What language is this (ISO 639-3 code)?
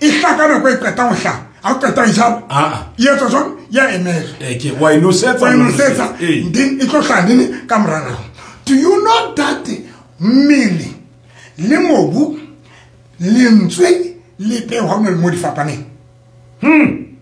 sot